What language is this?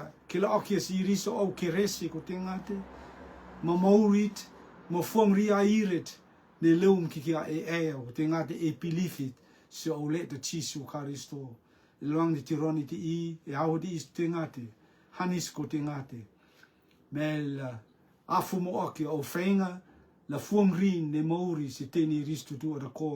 Rotuman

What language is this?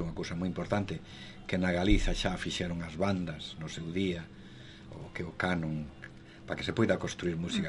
Galician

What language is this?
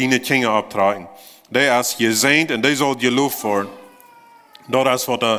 Plautdietsch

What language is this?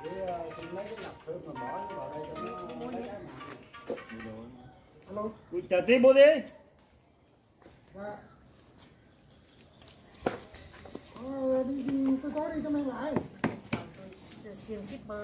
Vietnamese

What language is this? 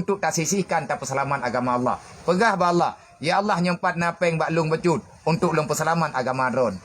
Achinese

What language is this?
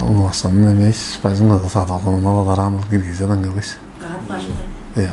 Tuvinian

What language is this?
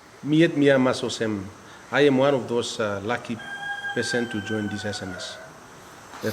Tok Pisin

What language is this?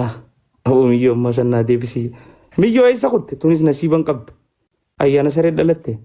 Oromo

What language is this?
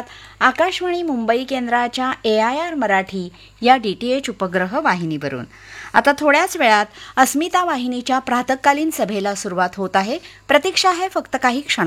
Marathi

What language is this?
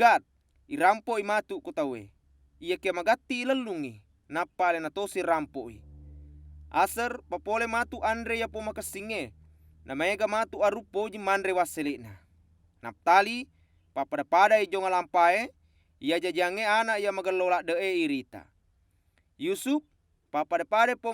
Buginese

